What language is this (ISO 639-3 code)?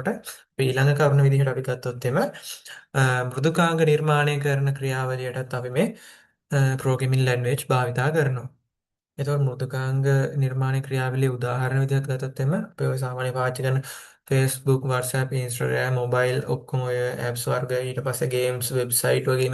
sin